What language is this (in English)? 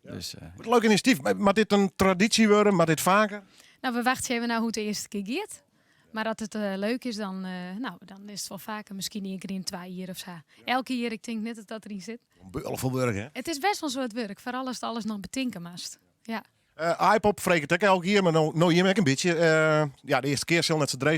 Western Frisian